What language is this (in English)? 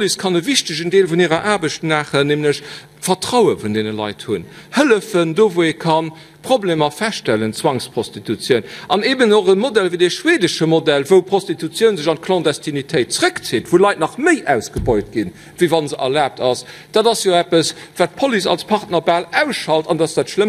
Luxembourgish